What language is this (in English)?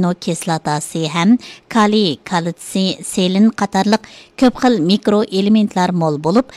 Uyghur